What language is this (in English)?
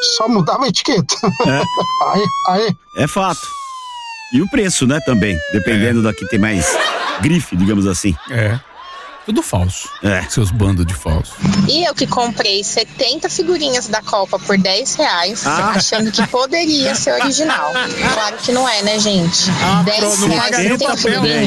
Portuguese